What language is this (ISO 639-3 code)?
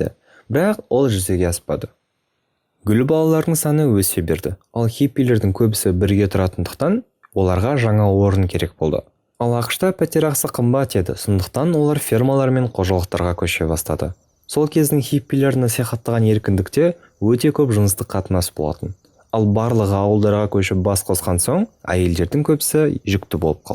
kaz